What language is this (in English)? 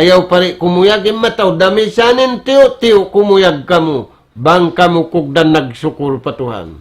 Tausug